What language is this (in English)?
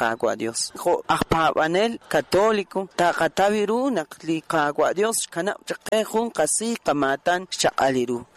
Kekchí